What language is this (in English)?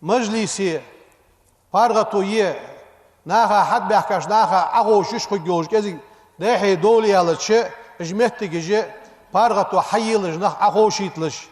Ingush